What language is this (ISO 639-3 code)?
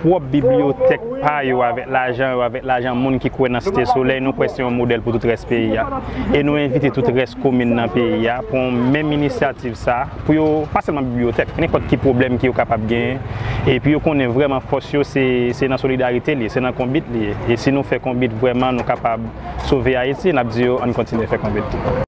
hat